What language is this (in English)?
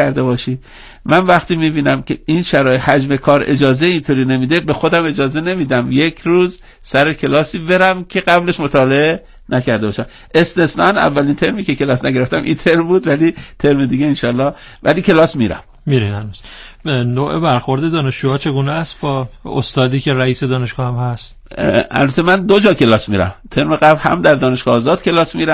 Persian